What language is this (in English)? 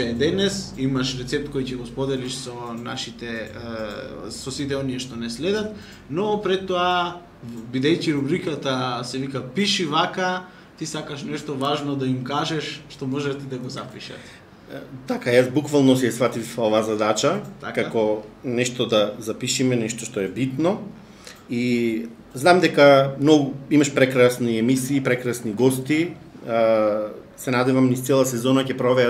Macedonian